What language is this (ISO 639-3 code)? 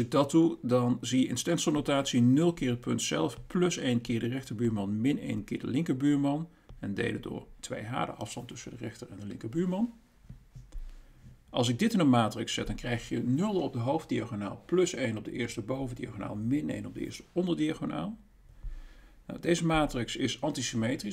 nld